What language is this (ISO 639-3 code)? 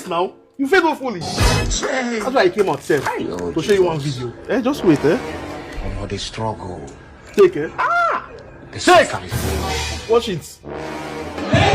pcm